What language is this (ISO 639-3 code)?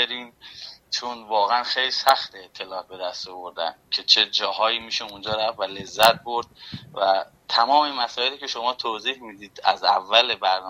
fas